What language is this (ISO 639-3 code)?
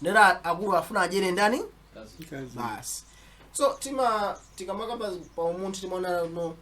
nya